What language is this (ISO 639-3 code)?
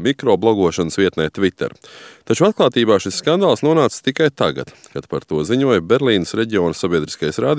lav